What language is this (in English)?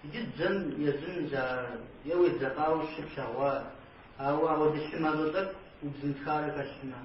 Kabardian